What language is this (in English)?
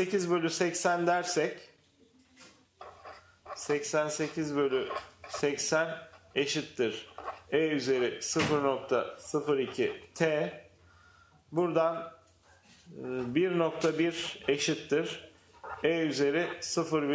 Turkish